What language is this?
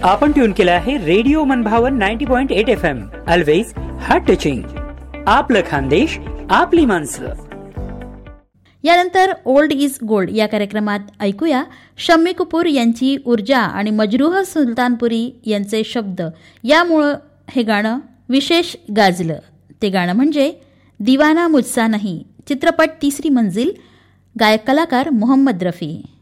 Marathi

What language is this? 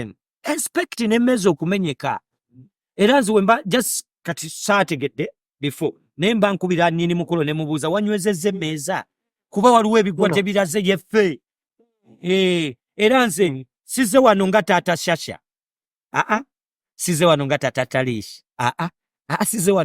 Ganda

